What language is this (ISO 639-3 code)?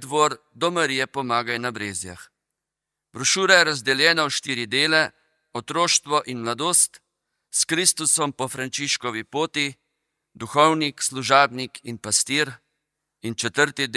slv